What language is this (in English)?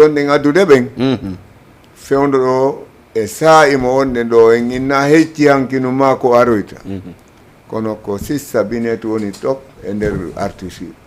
Fula